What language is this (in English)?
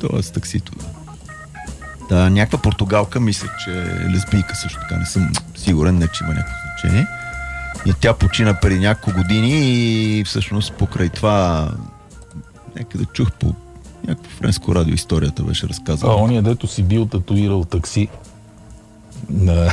Bulgarian